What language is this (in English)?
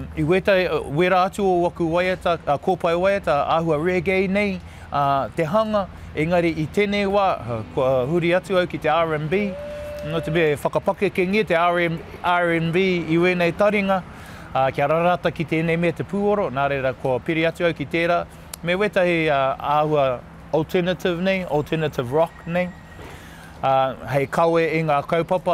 Māori